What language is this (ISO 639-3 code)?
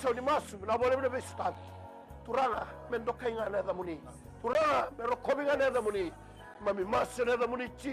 fij